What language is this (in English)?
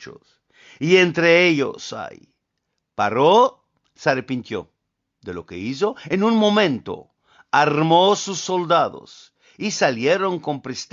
Ladino